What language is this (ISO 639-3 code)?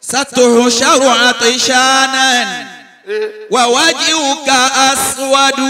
yor